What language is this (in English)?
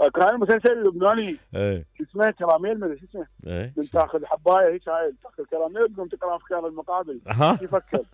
Mesopotamian Arabic